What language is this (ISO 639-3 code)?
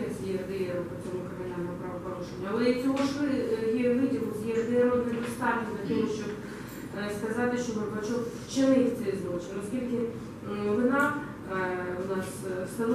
ukr